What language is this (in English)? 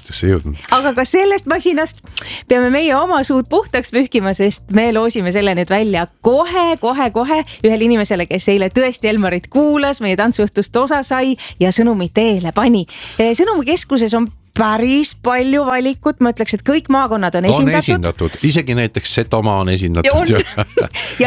Estonian